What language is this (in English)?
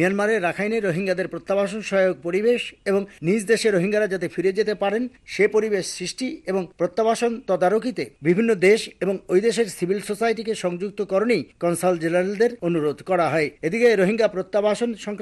Bangla